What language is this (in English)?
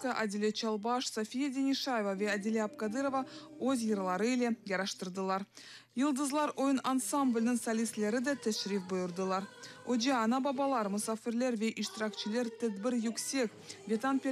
Crimean Tatar